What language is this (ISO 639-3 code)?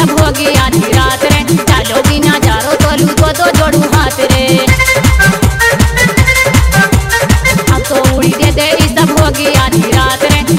bgc